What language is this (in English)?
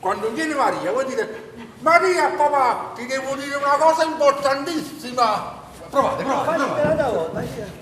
Neapolitan